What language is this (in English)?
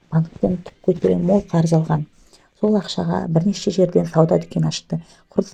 Kazakh